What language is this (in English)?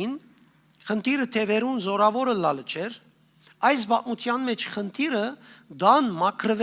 Western Armenian